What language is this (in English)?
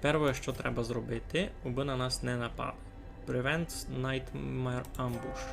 Rusyn